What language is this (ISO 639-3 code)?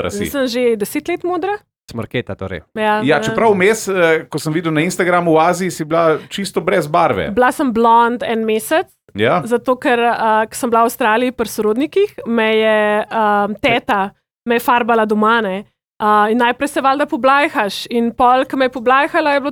slv